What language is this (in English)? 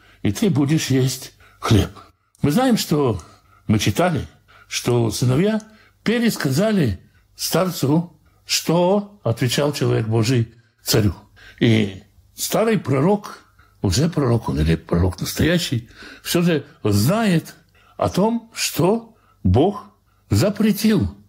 Russian